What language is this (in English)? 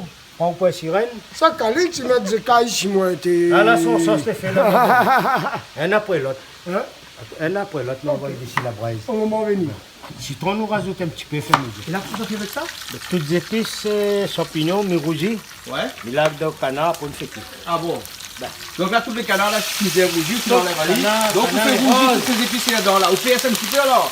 Réunion Creole French